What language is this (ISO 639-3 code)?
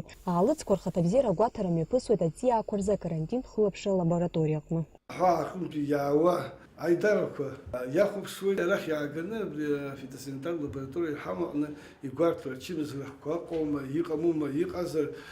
abk